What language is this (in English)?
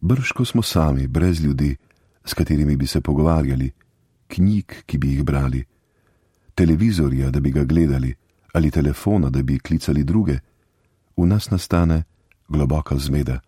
Slovenian